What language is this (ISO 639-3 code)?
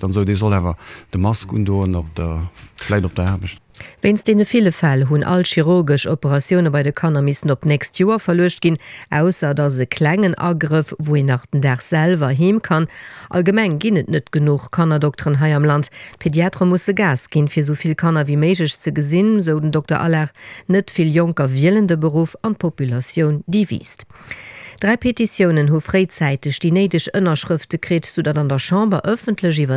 ltz